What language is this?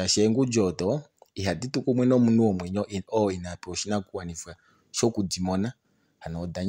Kuanyama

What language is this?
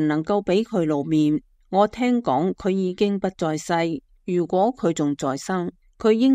Cantonese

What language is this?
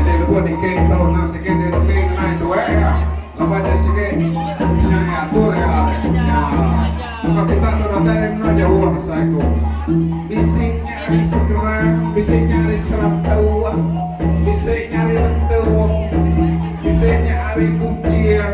Iban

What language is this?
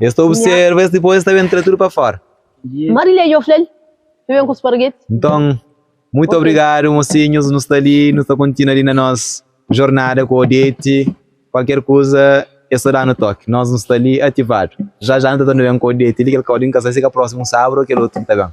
Kabuverdianu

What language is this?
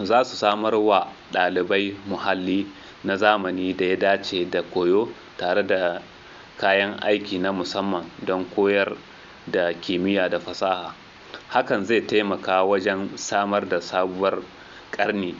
Hausa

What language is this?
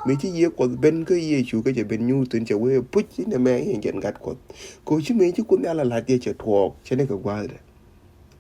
Nuer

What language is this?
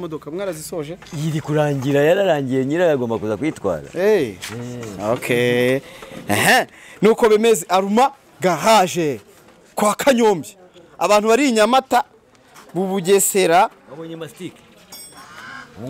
Kinyarwanda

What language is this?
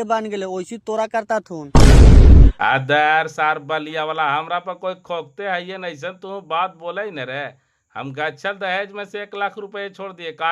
Magahi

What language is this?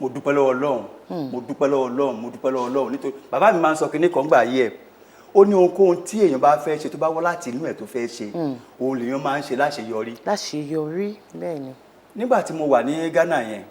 Yoruba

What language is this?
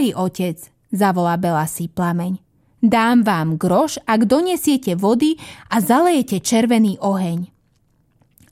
Slovak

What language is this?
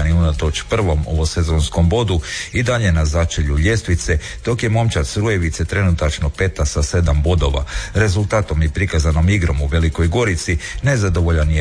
Croatian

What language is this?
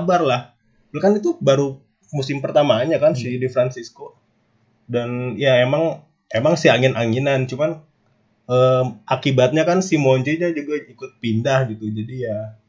Indonesian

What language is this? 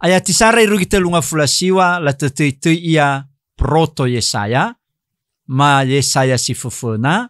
Nias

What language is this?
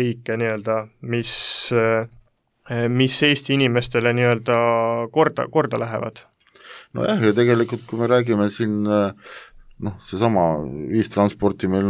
Estonian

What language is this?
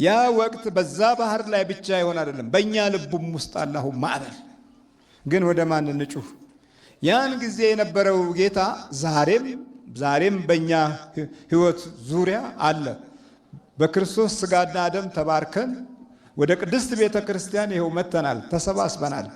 Amharic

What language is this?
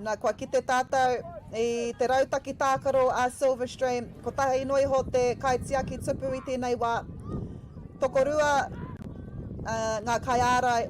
Māori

